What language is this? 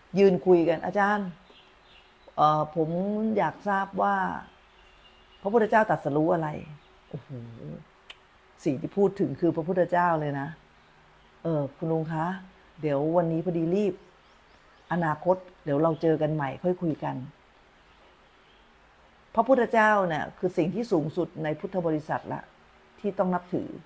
Thai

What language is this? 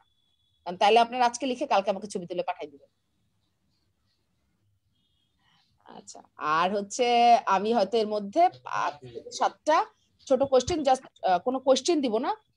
Bangla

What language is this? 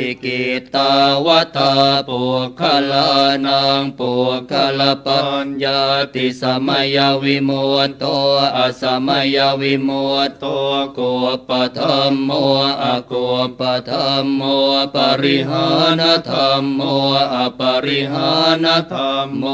Pali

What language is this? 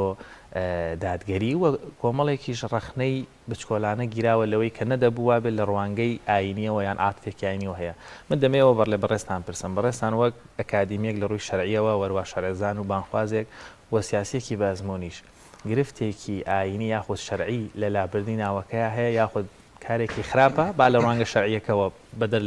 Central Kurdish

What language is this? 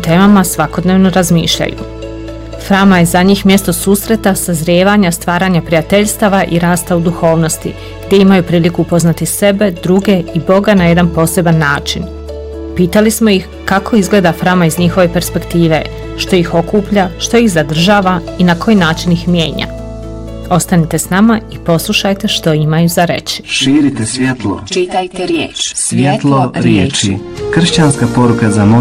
Bosnian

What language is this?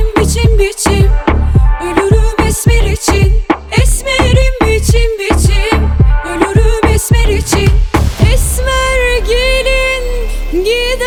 Turkish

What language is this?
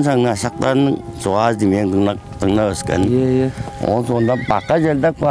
Tuvinian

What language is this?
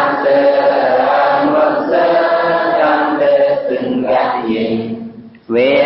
Shan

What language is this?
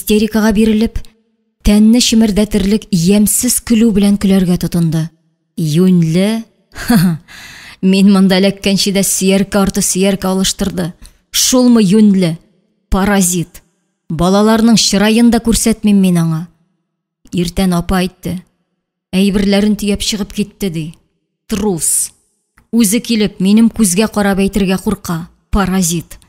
Tatar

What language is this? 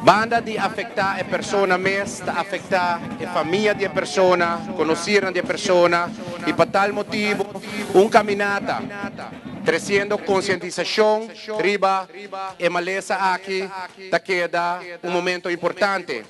Papiamento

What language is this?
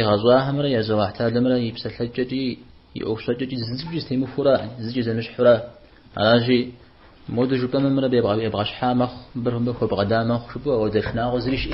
Kabardian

